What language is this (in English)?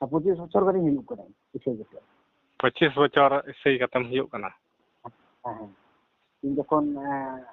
Santali